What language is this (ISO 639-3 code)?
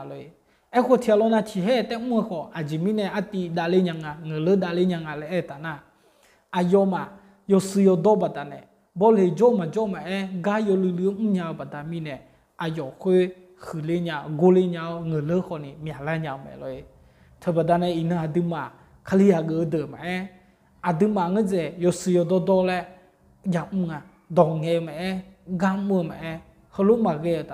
ahk